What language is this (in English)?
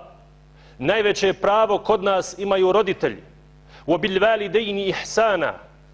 Bosnian